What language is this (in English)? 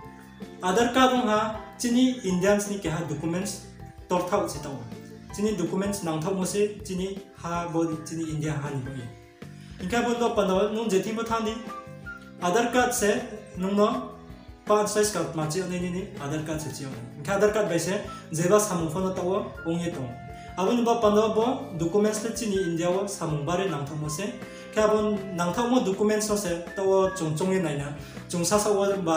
Riang (India)